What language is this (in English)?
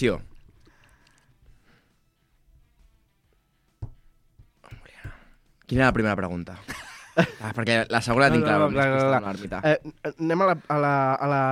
Catalan